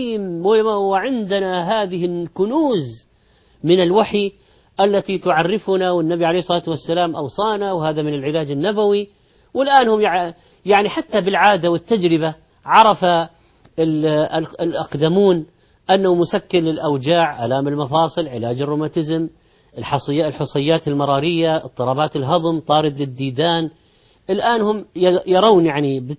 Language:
Arabic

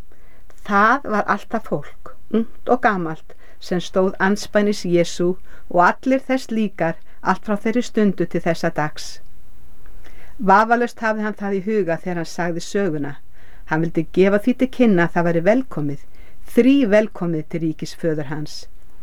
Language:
Icelandic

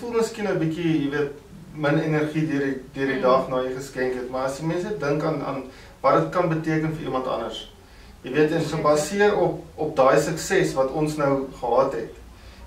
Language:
Afrikaans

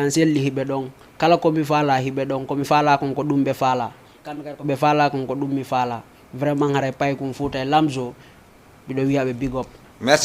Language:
Fula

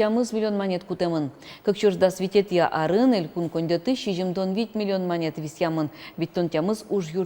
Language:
Udmurt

